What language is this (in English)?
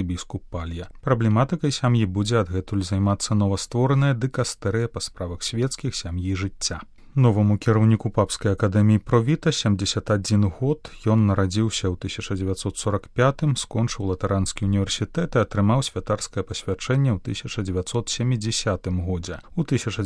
Belarusian